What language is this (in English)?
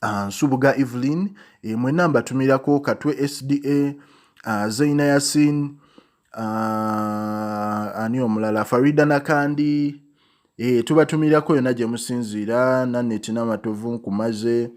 Ganda